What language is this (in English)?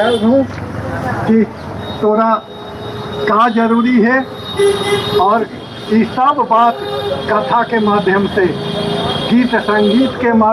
Magahi